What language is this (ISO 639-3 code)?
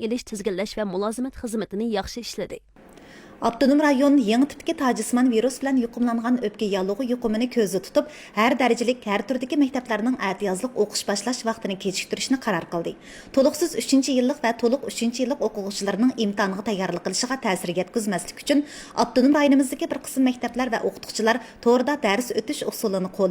uig